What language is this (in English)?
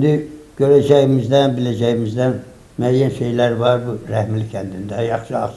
Azerbaijani